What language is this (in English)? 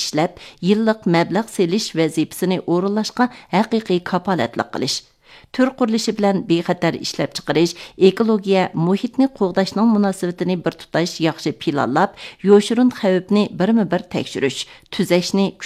Uyghur